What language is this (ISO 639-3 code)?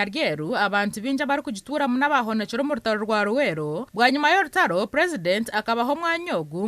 nyn